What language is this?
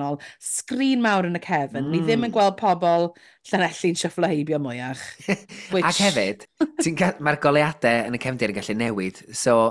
Welsh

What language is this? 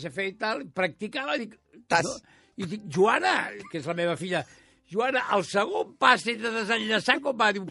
Catalan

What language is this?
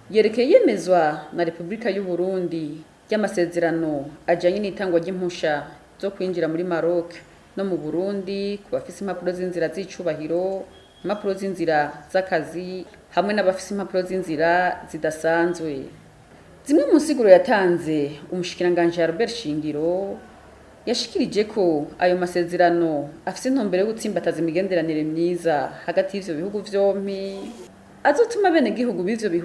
Rundi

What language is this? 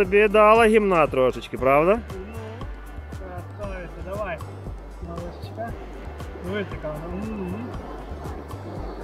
Ukrainian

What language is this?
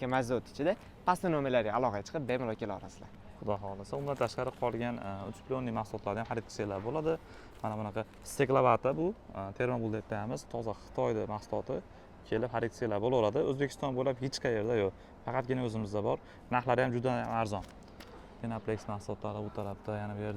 Uzbek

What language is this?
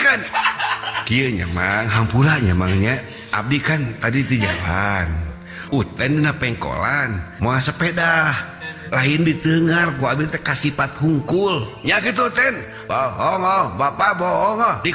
Sundanese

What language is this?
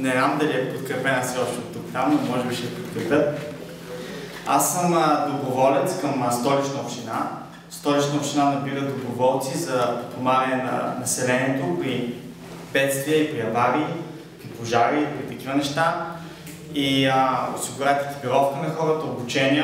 Bulgarian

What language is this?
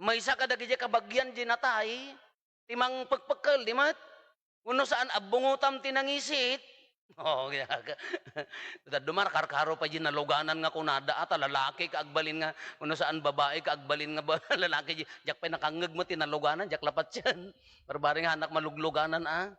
Iloko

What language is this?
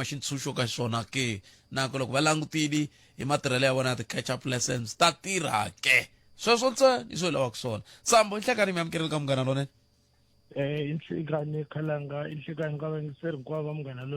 Tsonga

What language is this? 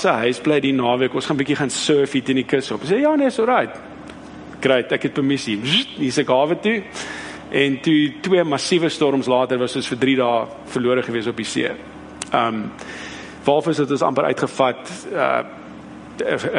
Afrikaans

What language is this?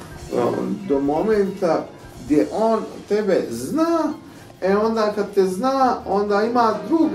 Bosnian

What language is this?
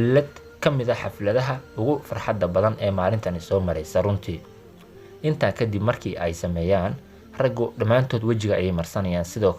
Somali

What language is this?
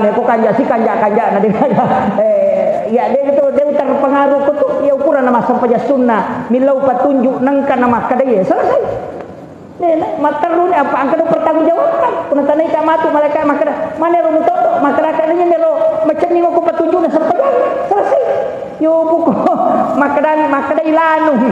Buginese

